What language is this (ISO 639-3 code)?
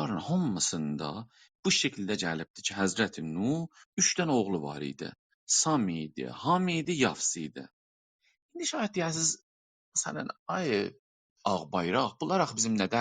azb